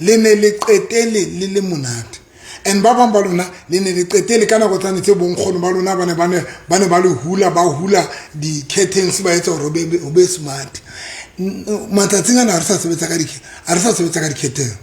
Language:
Southern Sotho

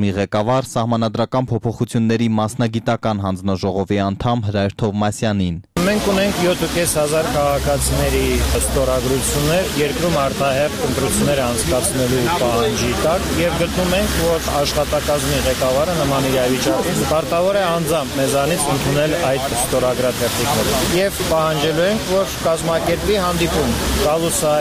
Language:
Armenian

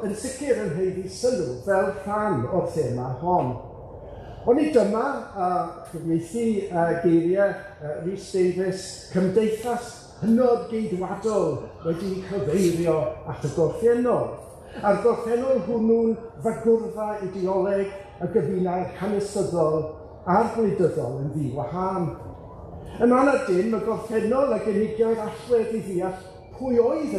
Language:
Welsh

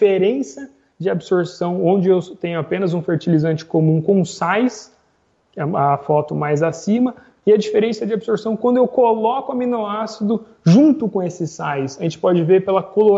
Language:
Portuguese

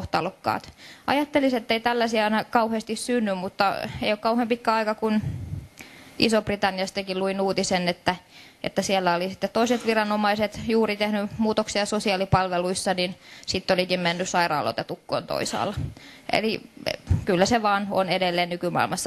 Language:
Finnish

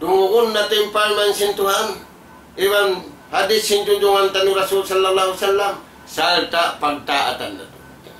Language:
Tausug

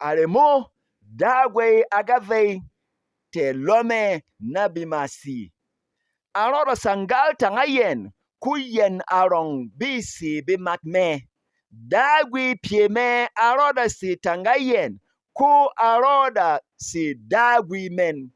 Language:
Berom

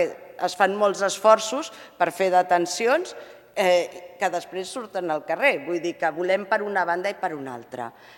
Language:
Catalan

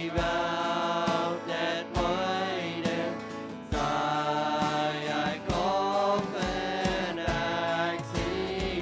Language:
Plautdietsch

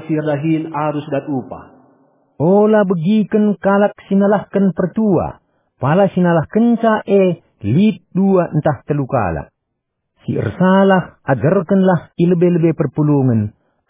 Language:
Batak Karo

